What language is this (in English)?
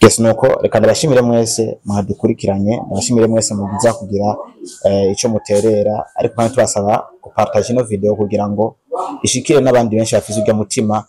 Rundi